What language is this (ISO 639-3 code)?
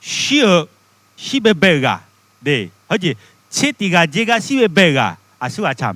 ahk